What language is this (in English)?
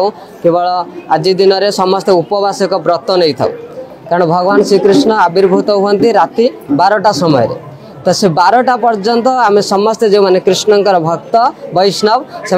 Odia